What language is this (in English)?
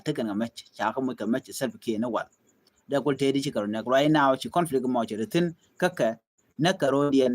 Nuer